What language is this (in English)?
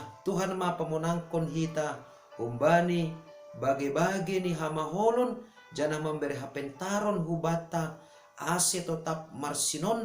Batak Simalungun